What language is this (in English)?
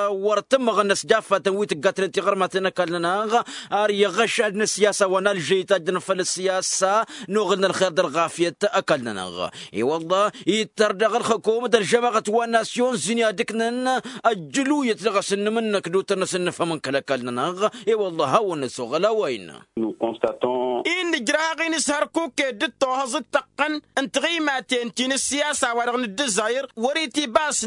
Tamasheq